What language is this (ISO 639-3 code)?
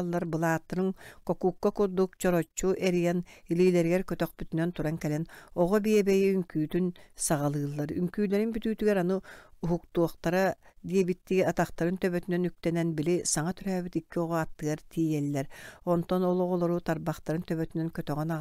sah